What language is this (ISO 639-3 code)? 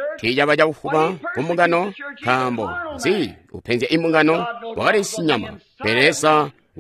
toi